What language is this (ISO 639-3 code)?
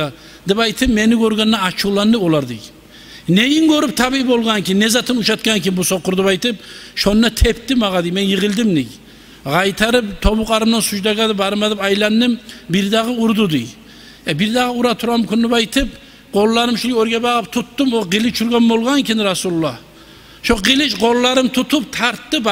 kum